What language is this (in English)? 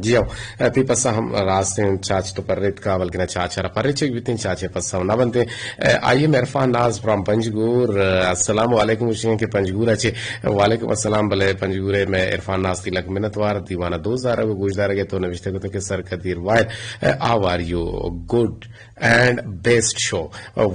Eastern Balochi